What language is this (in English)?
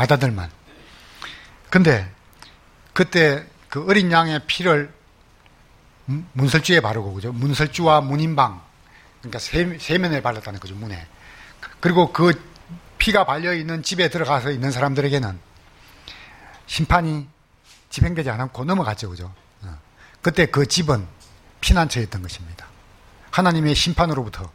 Korean